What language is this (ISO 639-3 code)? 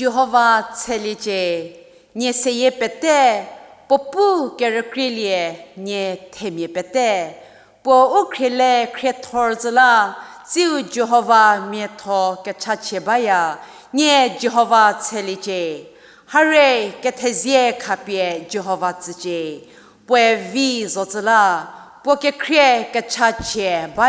njm